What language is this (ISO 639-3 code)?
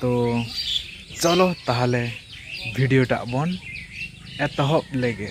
sat